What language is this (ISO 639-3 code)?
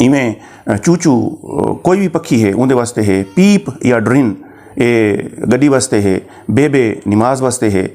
skr